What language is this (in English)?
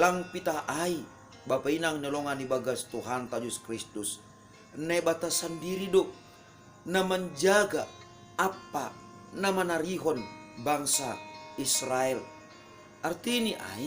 Batak Simalungun